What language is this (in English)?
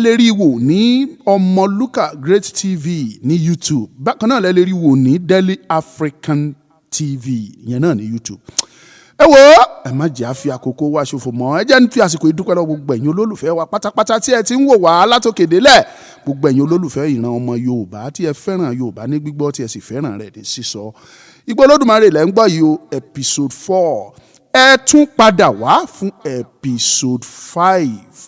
Yoruba